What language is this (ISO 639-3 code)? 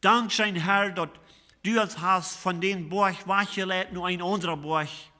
pdt